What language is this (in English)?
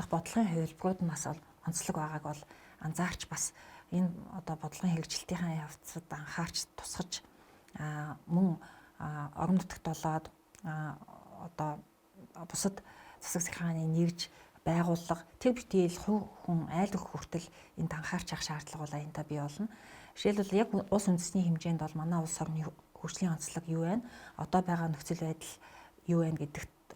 Mongolian